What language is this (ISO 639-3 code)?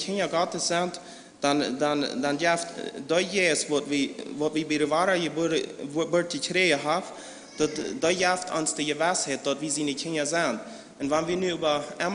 pdt